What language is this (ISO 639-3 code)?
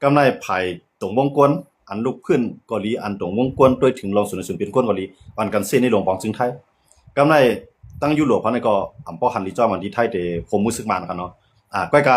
shn